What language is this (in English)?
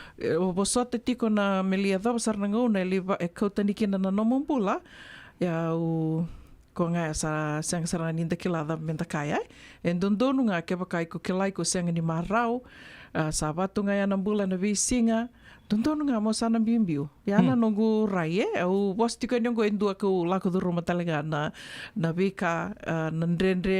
Fijian